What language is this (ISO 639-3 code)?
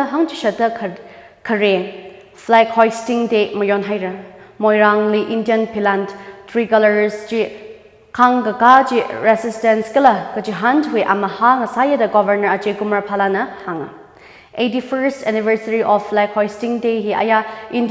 nmf